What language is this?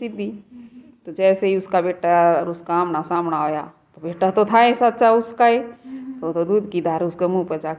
Haryanvi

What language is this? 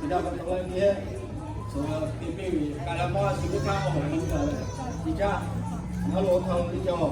Lahu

